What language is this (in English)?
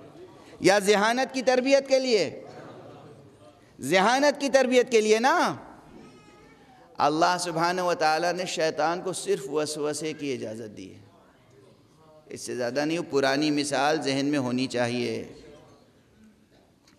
Urdu